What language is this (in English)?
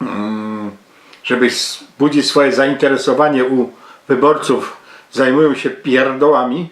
Silesian